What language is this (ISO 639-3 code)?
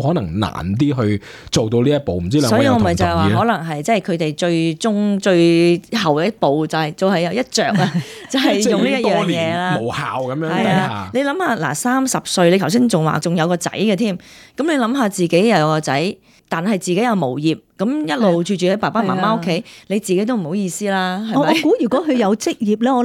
yue